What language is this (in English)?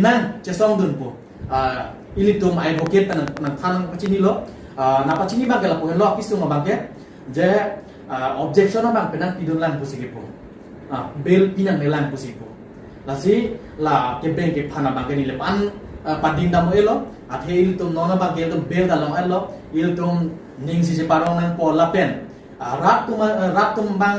Karbi